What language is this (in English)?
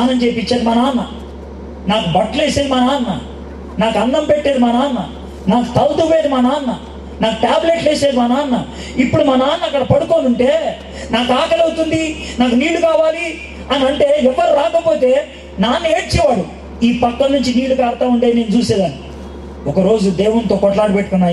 Telugu